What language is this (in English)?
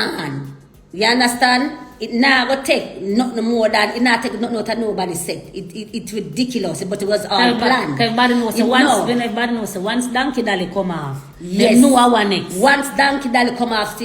Jamaican Creole English